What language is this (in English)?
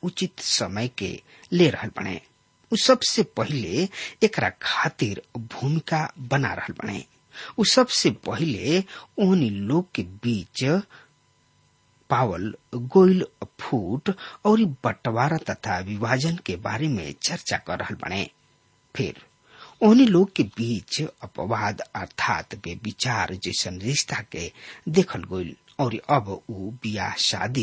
Bhojpuri